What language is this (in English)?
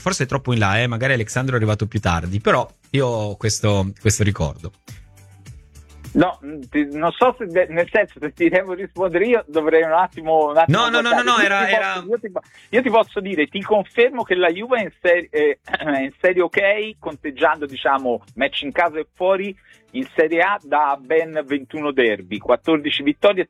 Italian